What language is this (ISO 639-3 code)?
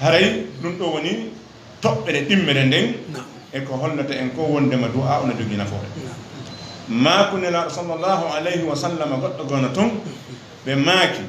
ful